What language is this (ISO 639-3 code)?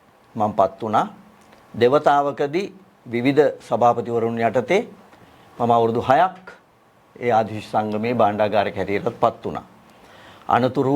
sin